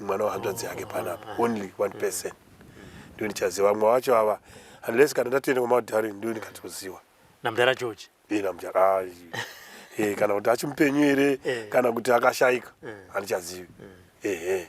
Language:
Shona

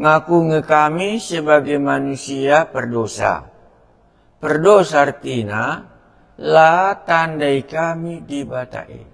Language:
Batak Karo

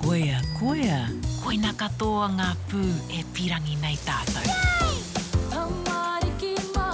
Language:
Māori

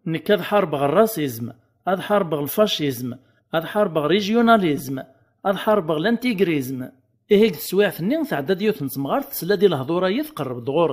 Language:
Kabyle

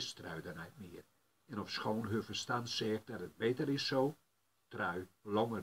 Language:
Gronings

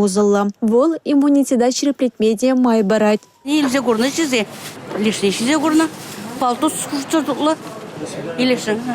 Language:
Chuvash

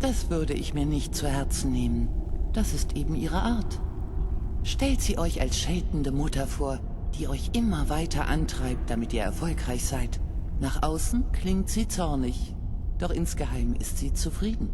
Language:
Bavarian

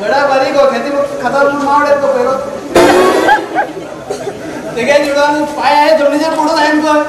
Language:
Konkani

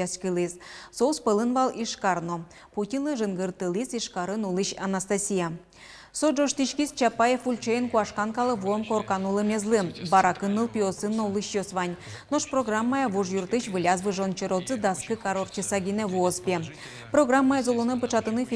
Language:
Udmurt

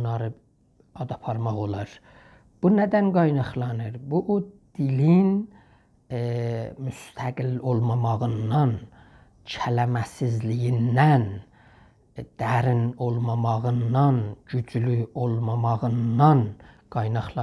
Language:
South Azerbaijani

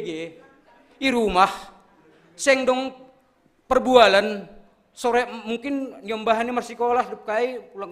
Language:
Batak Simalungun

